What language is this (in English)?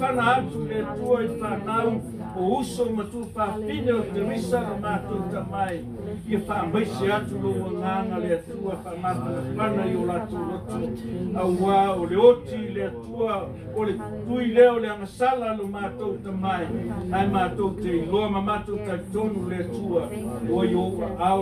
Samoan